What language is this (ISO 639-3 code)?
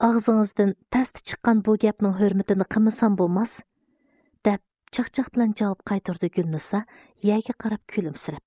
uig